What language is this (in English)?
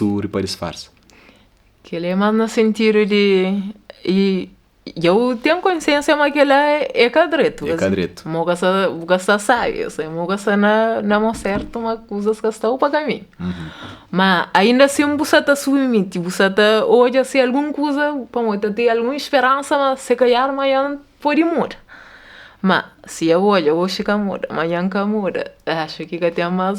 Kabuverdianu